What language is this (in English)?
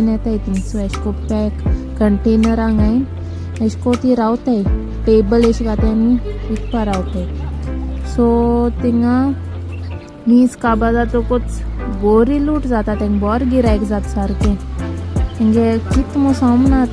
Konkani